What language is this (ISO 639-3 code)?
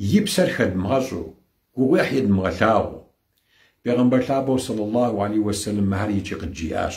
kbd